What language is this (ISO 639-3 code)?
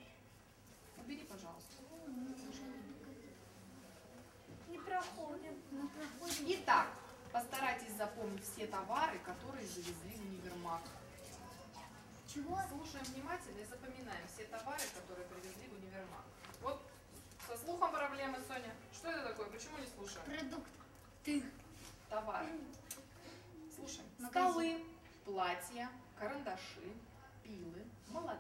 rus